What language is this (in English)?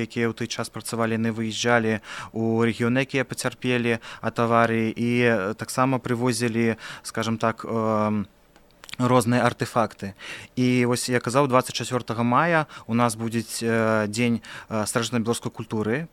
Belarusian